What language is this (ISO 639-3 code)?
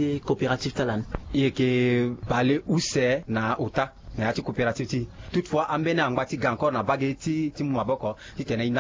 sag